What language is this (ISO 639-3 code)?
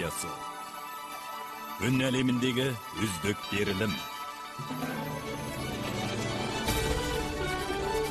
kaz